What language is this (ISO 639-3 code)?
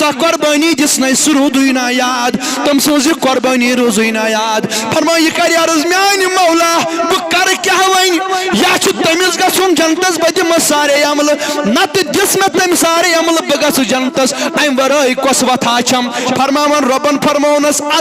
kas